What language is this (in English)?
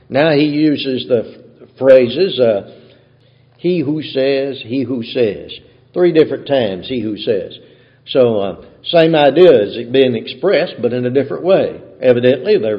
English